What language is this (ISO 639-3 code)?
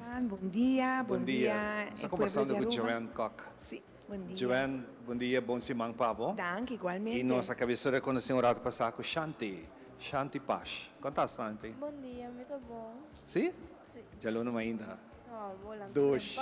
pap